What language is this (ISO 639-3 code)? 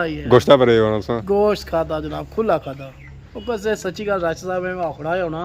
phr